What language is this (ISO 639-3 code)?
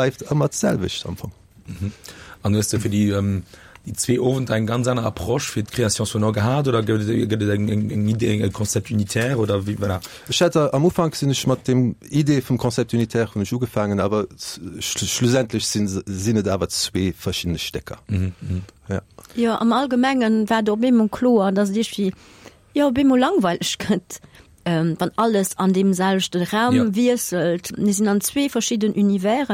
ltz